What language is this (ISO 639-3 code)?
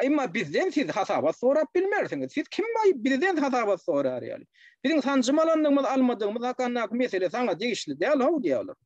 tuk